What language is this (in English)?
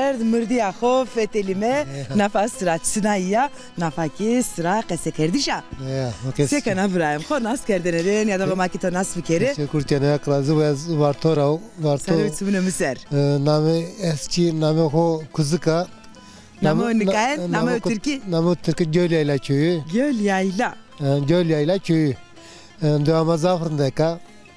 Zaza